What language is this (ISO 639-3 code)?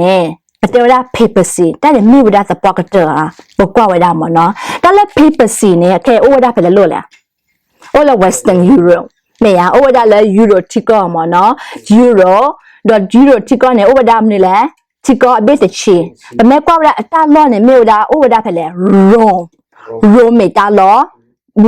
ksw